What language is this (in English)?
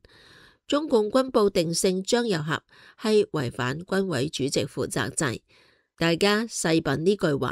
Cantonese